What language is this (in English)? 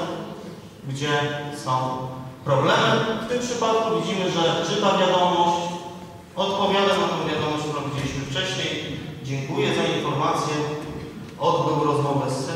Polish